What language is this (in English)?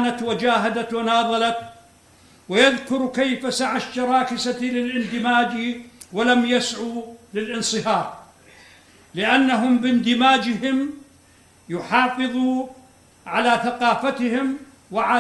North Levantine Arabic